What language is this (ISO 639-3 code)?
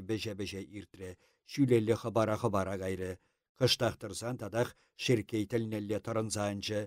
chv